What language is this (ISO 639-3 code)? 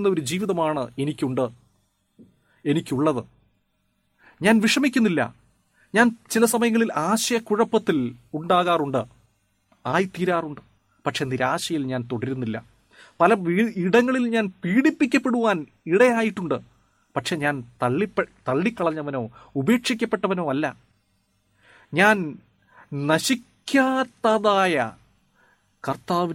mal